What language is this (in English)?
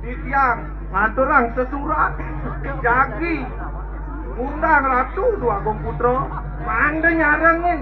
Balinese